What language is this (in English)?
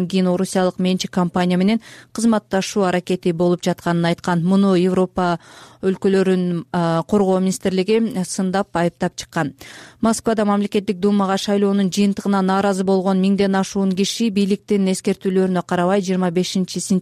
Kyrgyz